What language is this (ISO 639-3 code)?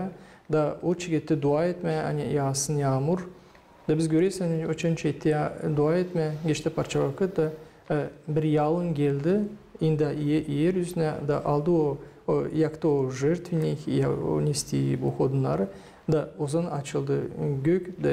gag